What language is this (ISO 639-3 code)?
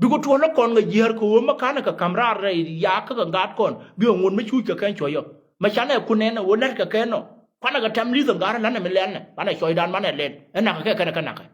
nus